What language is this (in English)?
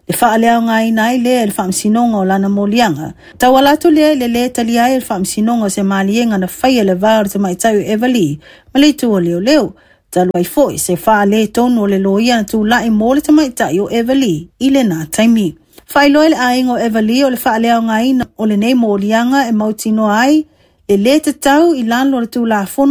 Samoan